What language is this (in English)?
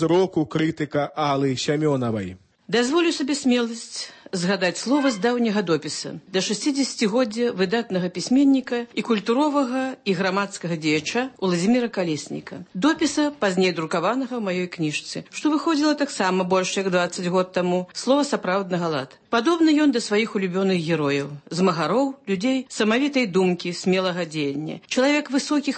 Belarusian